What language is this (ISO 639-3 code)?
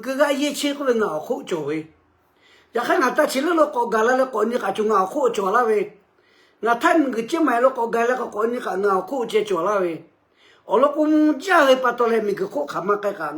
lhu